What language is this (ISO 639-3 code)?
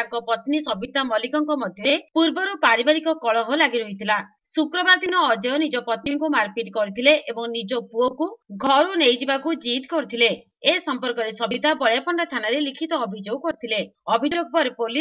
ori